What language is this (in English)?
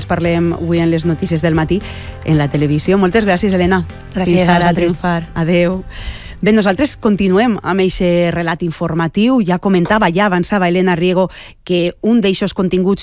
Catalan